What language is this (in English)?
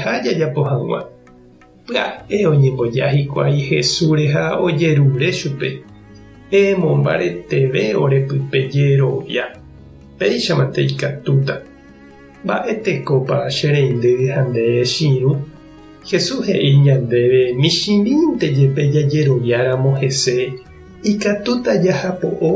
Guarani